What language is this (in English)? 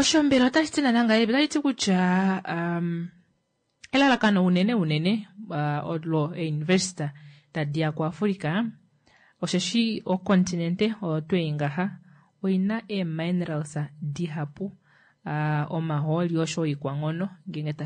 Kuanyama